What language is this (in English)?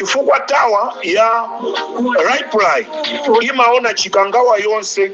Nyanja